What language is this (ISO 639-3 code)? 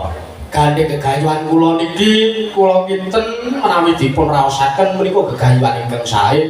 jav